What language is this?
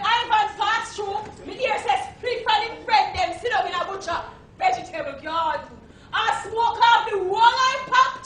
Jamaican Creole English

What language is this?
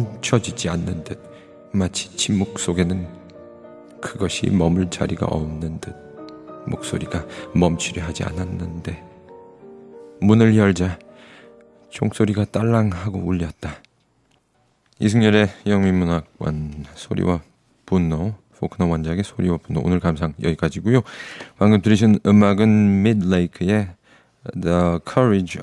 Korean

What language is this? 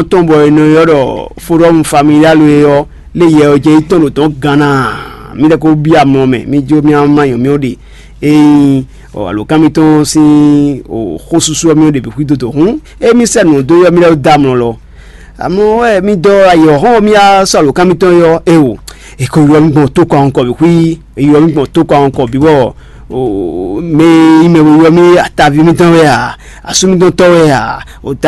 Fon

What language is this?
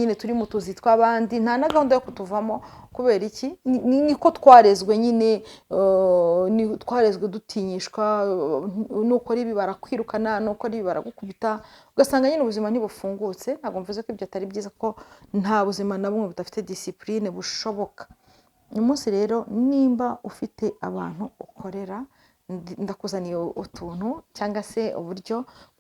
Kinyarwanda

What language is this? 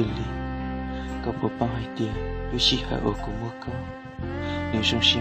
Hmong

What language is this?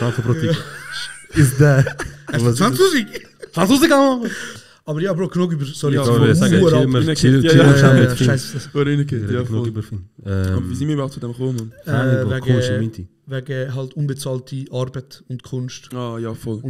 Swiss German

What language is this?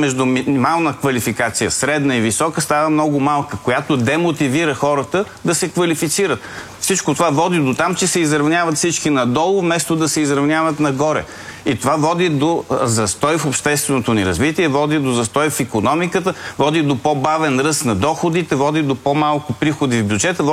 Bulgarian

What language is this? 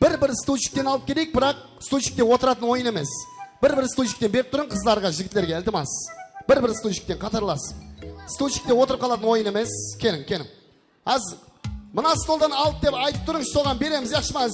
Kara-Kalpak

